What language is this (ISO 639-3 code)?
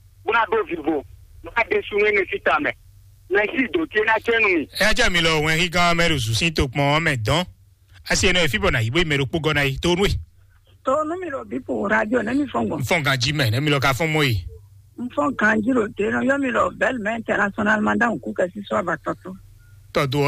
fon